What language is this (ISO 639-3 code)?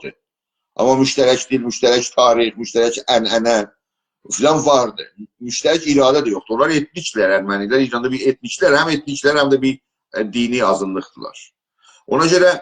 azb